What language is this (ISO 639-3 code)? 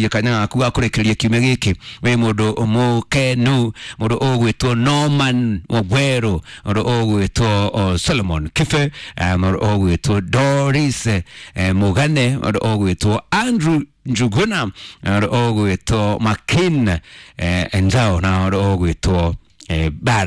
kik